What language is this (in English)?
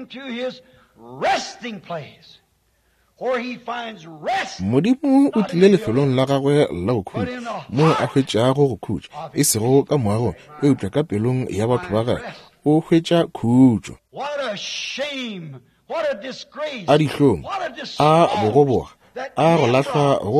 Northern Sotho